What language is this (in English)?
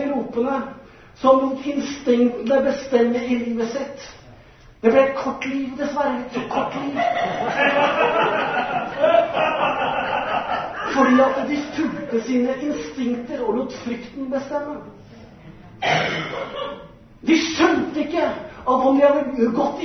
Norwegian